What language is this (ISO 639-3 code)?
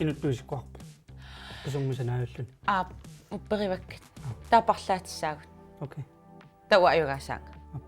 kal